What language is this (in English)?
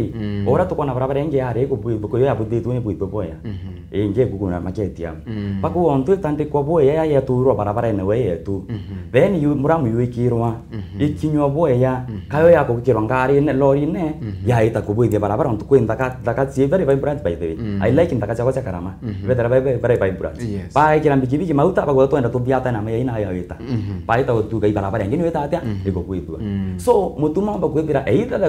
Meru